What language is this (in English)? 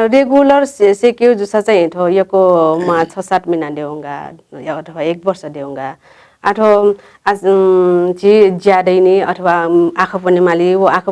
Newari